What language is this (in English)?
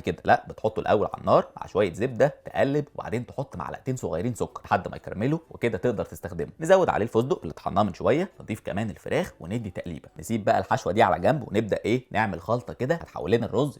Egyptian Arabic